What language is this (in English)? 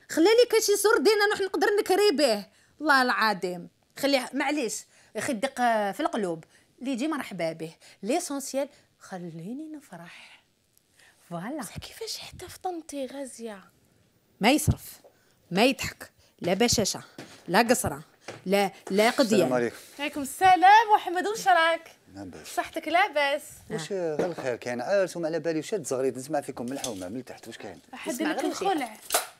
Algerian Arabic